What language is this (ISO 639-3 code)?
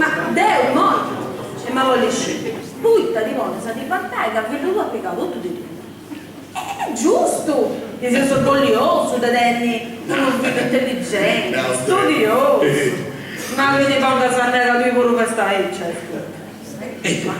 srd